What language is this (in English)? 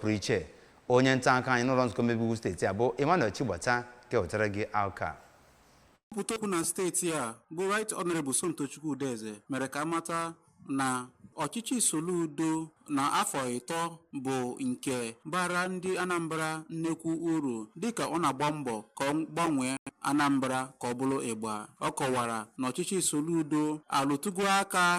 Igbo